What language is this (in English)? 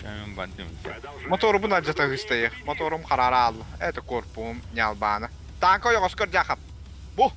Yakut